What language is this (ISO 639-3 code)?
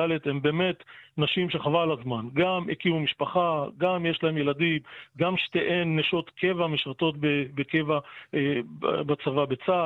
heb